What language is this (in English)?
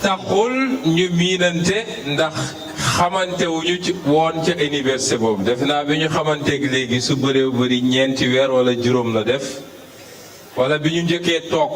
Wolof